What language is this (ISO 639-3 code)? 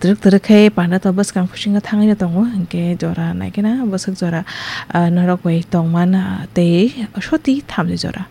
trp